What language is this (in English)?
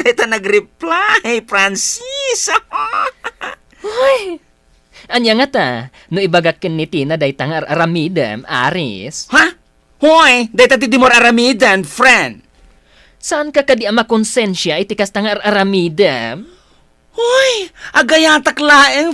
Iloko